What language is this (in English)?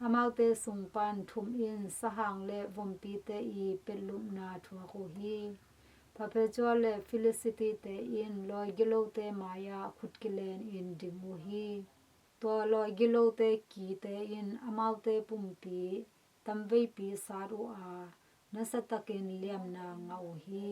Tedim Chin